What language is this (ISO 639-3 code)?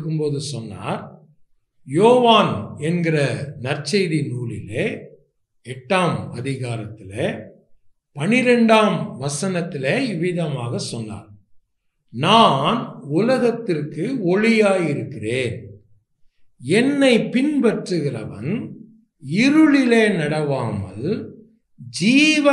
tam